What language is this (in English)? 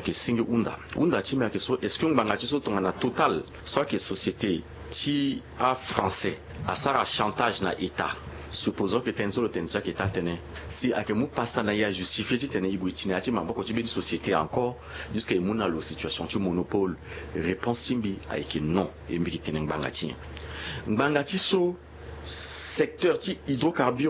Sango